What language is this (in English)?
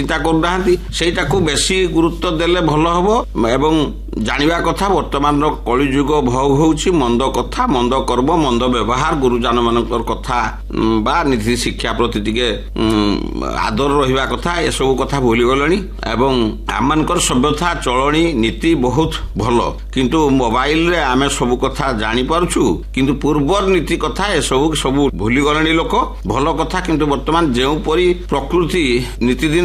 Odia